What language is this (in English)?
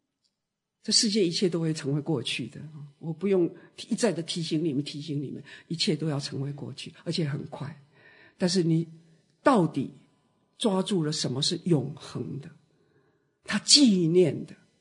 Chinese